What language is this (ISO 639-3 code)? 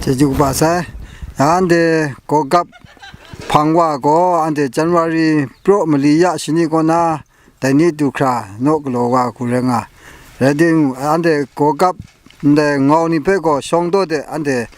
kac